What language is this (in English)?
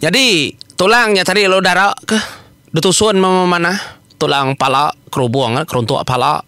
Iban